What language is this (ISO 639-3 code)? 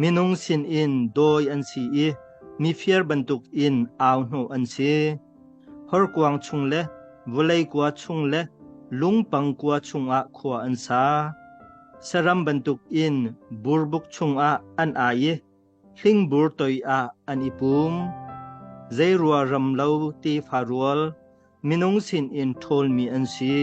cnh